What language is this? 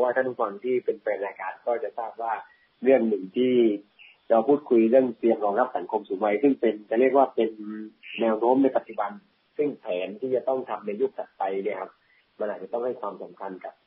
Thai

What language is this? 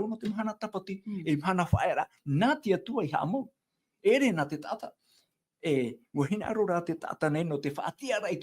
Tahitian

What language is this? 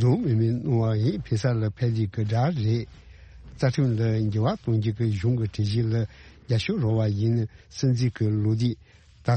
Tibetan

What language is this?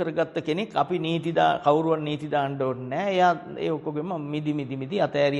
Sinhala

